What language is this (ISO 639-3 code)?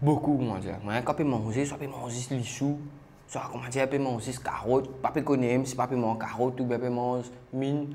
mfe